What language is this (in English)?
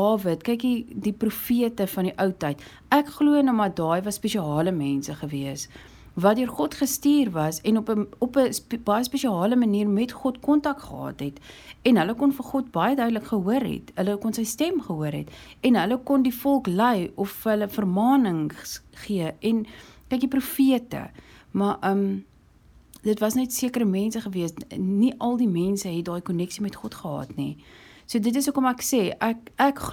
Afrikaans